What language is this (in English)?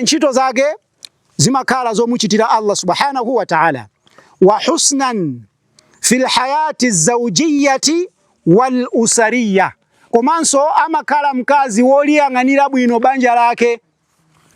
Nyanja